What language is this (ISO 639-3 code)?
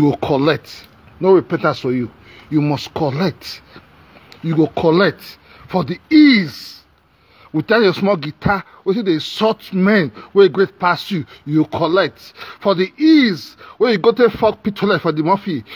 pcm